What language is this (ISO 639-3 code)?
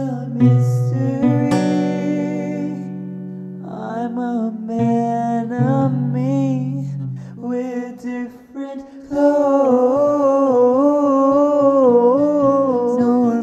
eng